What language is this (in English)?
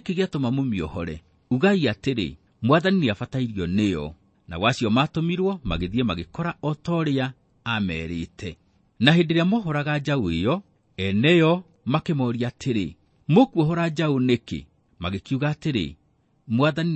Kikuyu